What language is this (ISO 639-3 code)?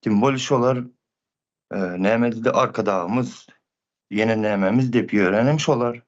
tuk